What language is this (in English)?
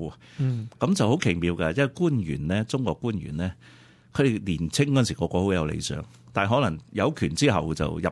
Cantonese